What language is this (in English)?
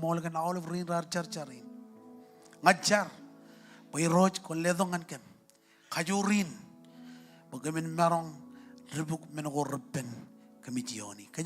Marshallese